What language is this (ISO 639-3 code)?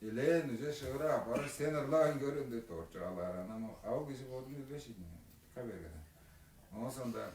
tyv